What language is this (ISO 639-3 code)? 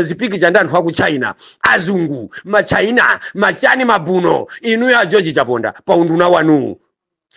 nya